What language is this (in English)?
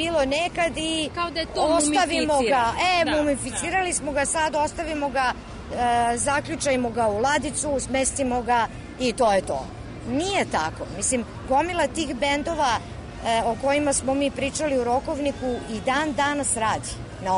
Serbian